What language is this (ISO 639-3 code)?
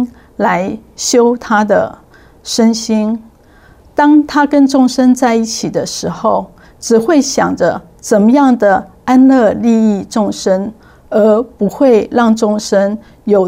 zho